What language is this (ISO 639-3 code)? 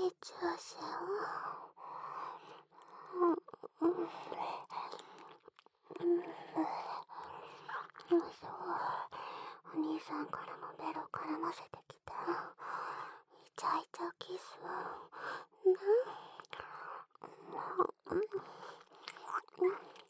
jpn